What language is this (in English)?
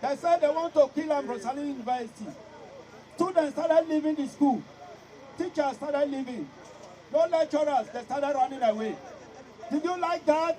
Nigerian Pidgin